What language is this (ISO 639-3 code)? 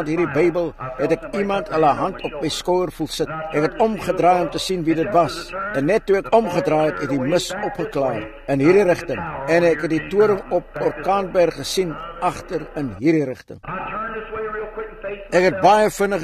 afr